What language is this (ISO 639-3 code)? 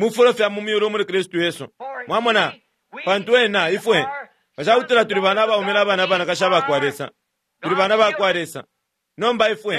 bem